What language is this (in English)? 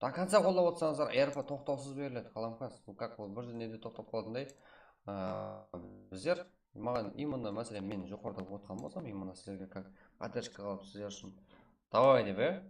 Kara-Kalpak